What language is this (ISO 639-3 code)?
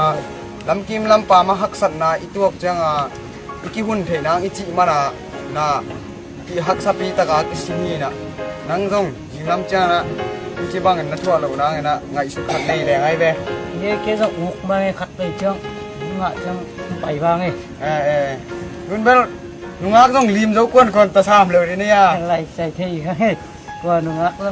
ctd